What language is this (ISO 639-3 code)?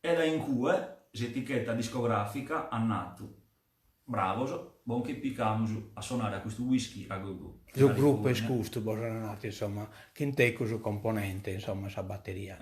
srd